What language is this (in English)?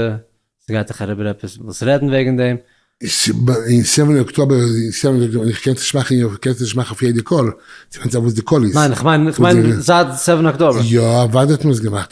Yiddish